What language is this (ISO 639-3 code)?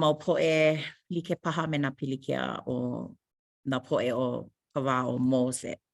haw